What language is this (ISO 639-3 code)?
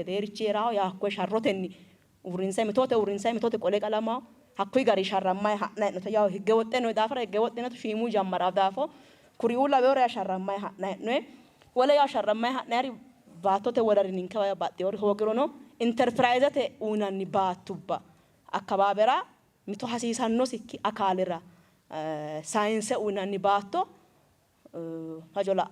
sid